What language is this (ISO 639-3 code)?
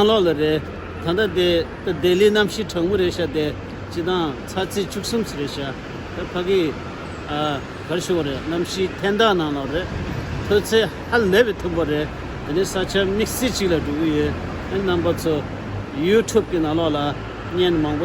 bod